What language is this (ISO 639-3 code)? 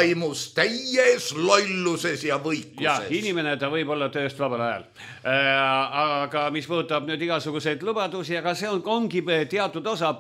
est